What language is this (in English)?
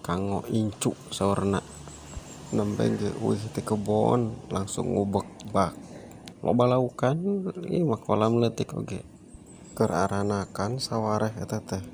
Sundanese